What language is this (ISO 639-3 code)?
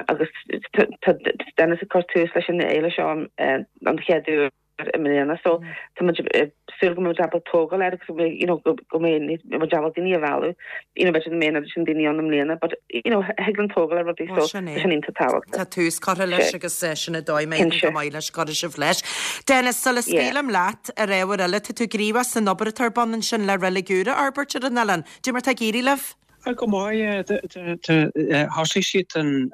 gle